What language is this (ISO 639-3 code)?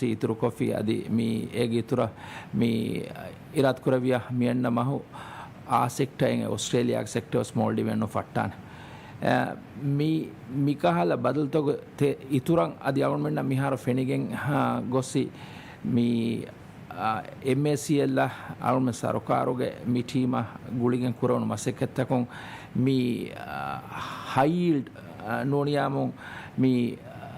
div